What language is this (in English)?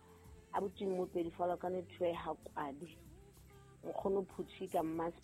Southern Sotho